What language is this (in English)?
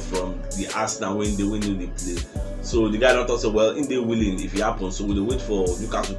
Nigerian Pidgin